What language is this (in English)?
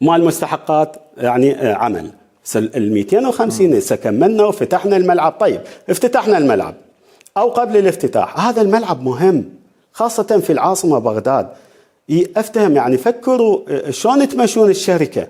Mesopotamian Arabic